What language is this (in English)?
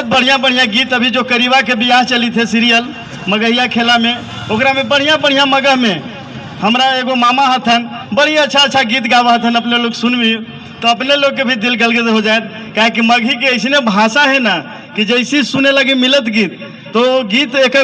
Magahi